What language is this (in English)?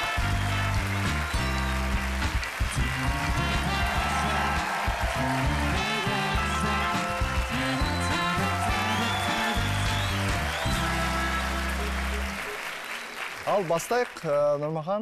Kazakh